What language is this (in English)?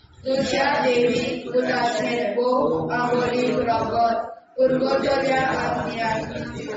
Konkani